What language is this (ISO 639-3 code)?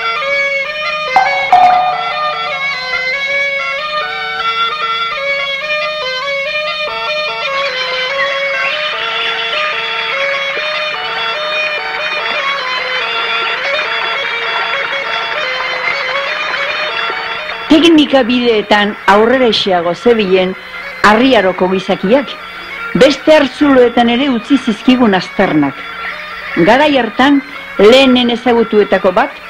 eus